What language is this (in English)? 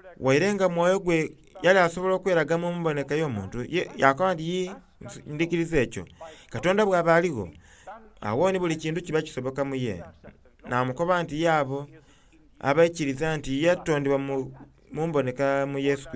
Soga